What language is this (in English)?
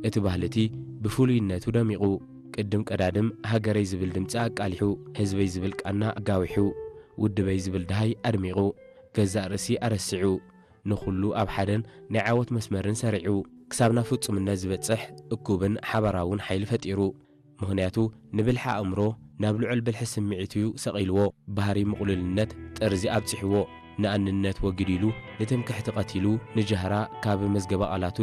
Tigrinya